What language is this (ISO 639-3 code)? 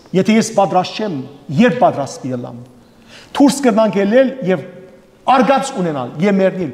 hyw